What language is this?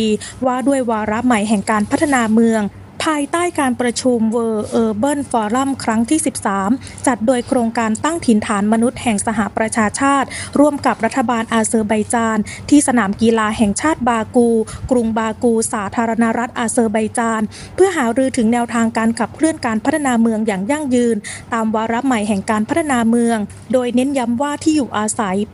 Thai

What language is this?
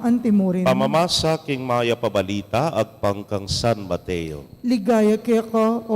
Pampanga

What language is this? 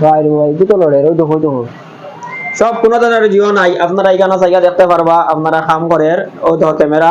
Sylheti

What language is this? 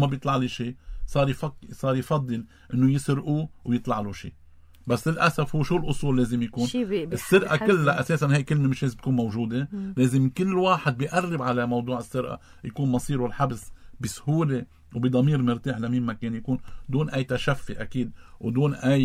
North Levantine Arabic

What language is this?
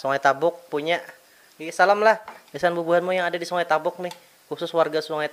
Banjar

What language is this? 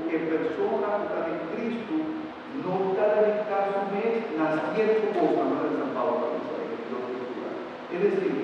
Papiamento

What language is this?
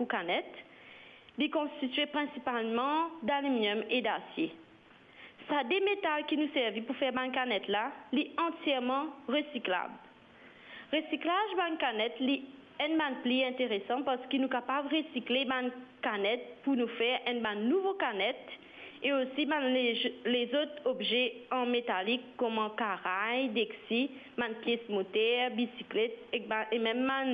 Morisyen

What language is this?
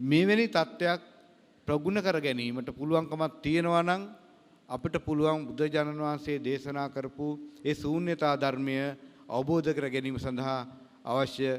Sinhala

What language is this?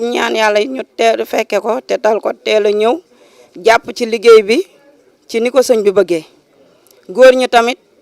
Wolof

